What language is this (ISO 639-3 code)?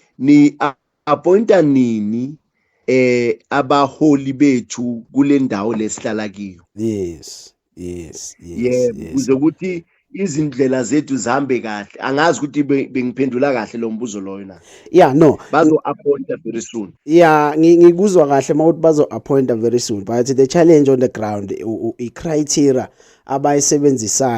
zul